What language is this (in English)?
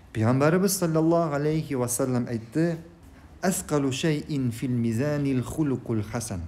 Tatar